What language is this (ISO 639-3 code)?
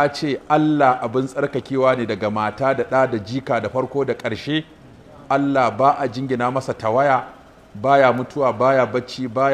hau